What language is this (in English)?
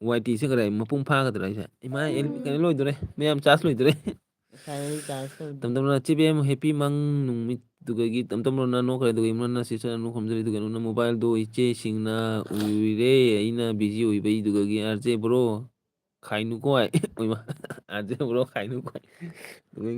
Manipuri